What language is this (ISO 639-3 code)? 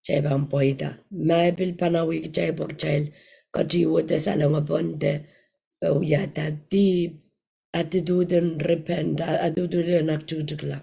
pon